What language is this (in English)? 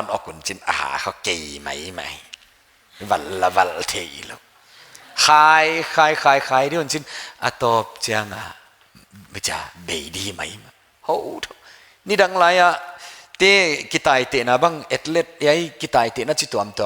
Paite Chin